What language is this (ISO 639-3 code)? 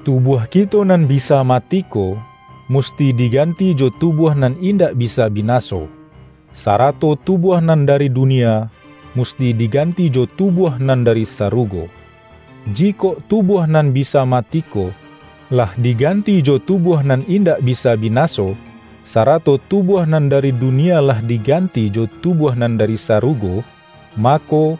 min